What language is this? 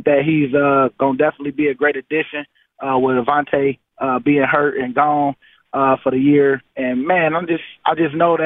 English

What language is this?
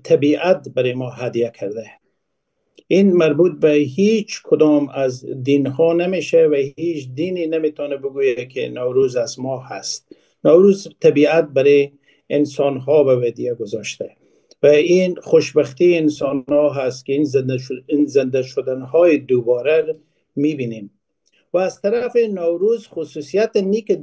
Persian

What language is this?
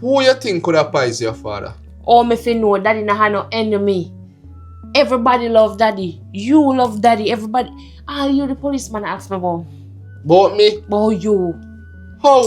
Jamaican Creole English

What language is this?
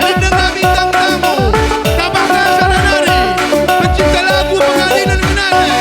Batak Karo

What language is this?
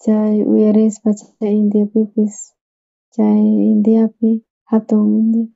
South Bolivian Quechua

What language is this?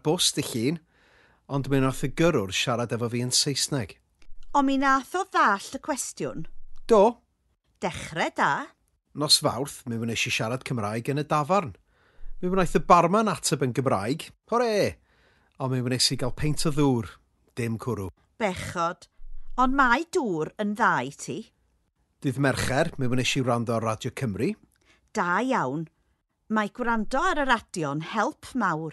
Welsh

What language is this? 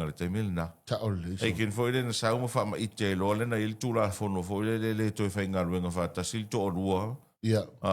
Samoan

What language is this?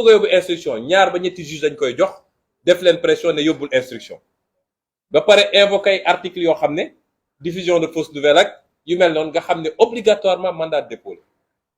Wolof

